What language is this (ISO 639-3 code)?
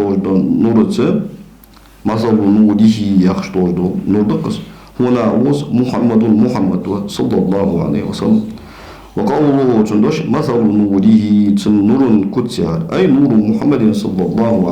inh